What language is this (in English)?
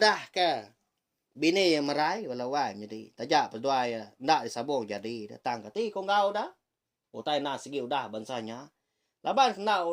Iban